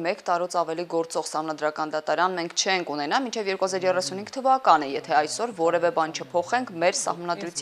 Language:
Armenian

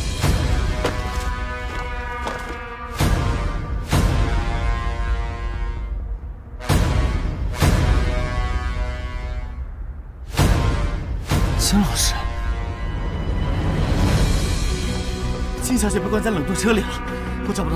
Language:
Chinese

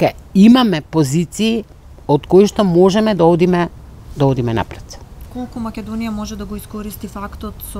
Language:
Macedonian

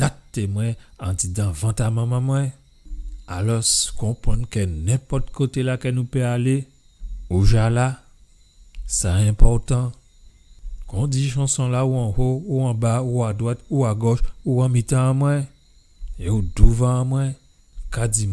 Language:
Guadeloupean Creole French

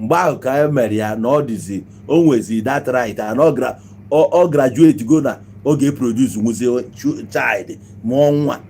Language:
Igbo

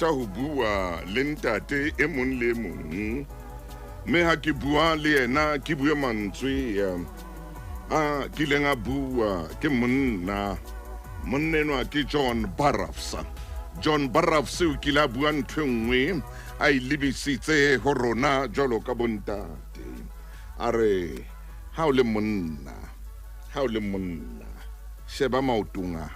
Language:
Southern Sotho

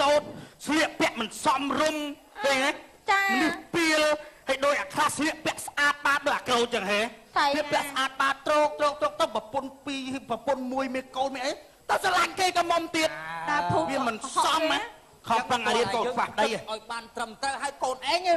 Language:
Khmer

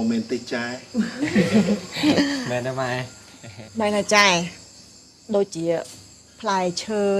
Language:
Khmer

